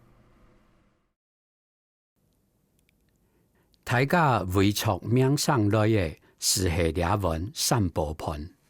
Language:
Hakka Chinese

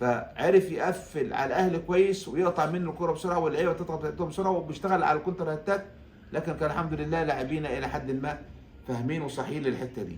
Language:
Egyptian Arabic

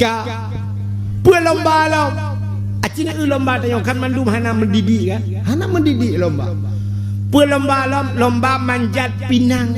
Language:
Achinese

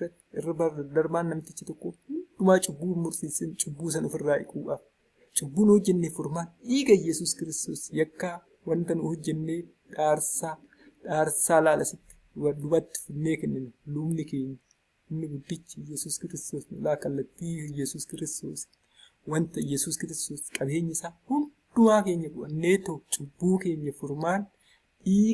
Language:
Oromo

